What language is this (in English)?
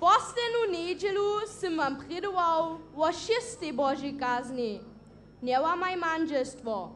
Upper Sorbian